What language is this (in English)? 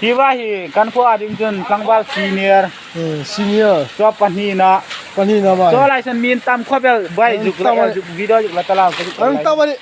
Hmar